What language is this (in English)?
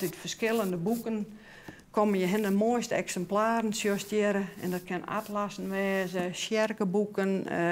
Western Frisian